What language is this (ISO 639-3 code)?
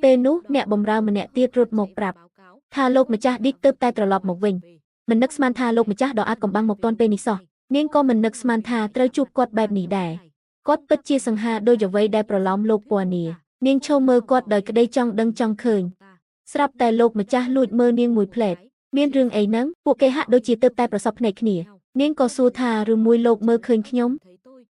khm